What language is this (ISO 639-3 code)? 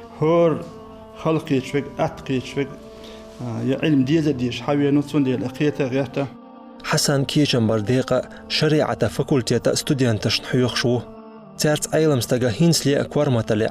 che